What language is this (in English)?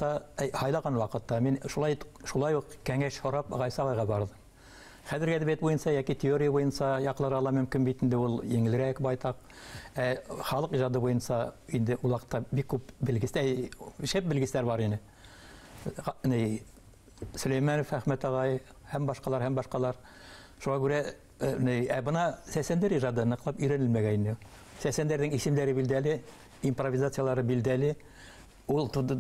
Bashkir